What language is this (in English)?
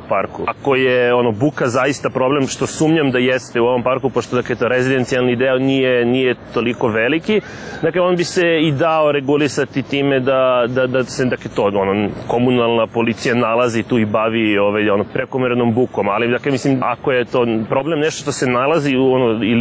Serbian